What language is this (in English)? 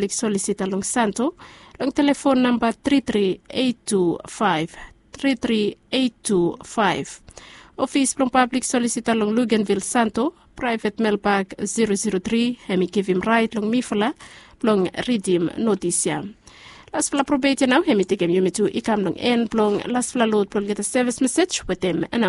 Bislama